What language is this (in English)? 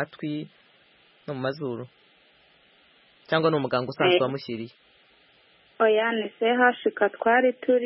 Kinyarwanda